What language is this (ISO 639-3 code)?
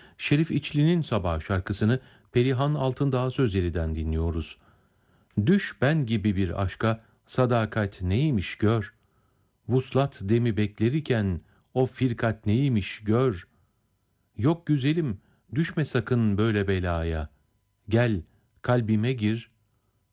tur